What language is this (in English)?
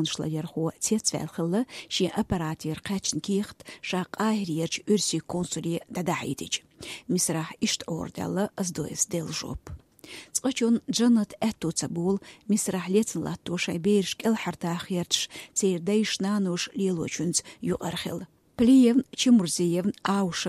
Chechen